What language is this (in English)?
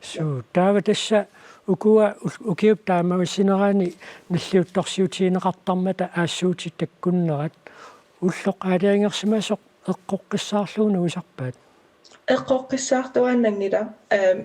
Kalaallisut